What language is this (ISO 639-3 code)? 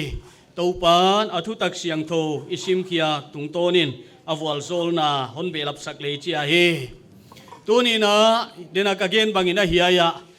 pck